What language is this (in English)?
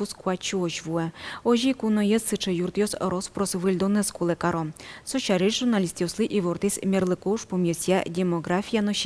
Udmurt